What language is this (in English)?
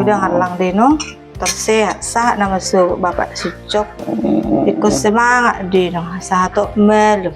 Batak Toba